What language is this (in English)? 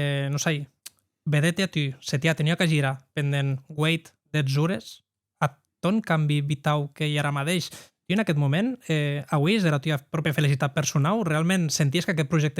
Occitan